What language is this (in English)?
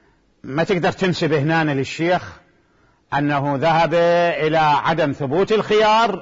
Mesopotamian Arabic